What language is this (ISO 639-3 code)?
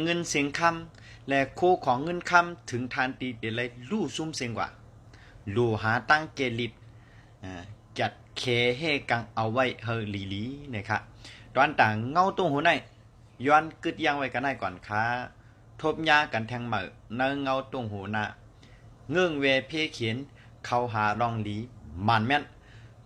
shn